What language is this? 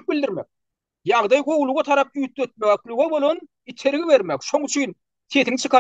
Turkmen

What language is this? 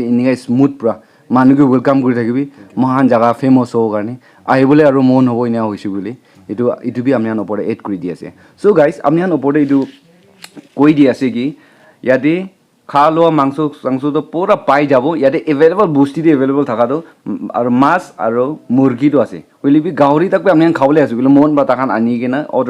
Naga Pidgin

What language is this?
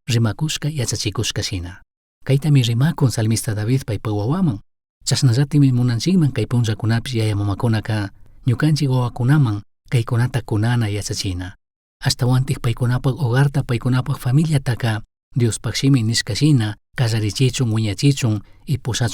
Chimborazo Highland Quichua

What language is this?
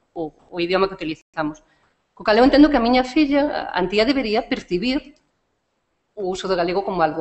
Galician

